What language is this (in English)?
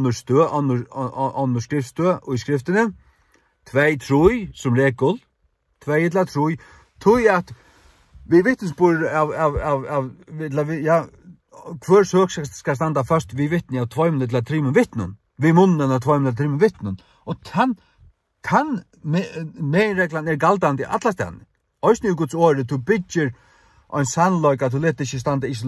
Faroese